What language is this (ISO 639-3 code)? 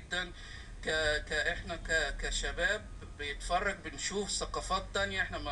arz